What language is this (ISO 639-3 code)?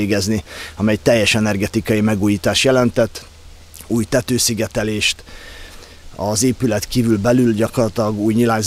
hun